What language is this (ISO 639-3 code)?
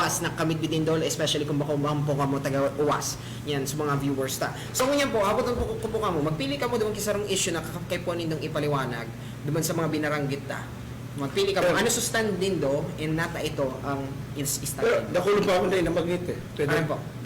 bik